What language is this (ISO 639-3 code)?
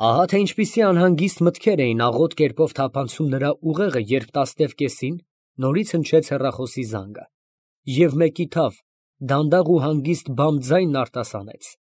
hye